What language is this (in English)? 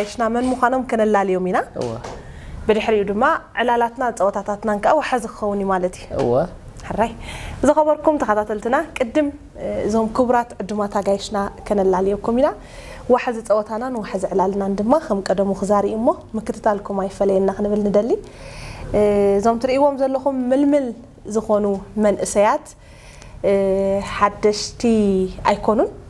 Tigrinya